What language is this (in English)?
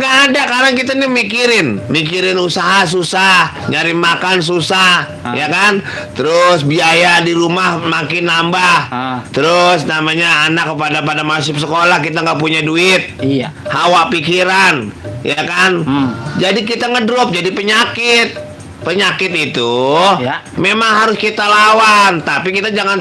Betawi